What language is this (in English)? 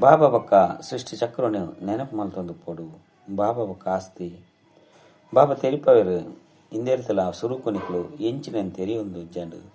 Tulu